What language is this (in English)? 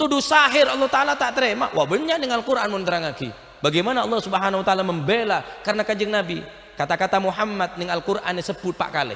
Madurese